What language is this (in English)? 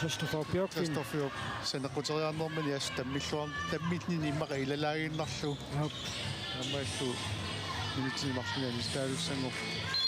Kalaallisut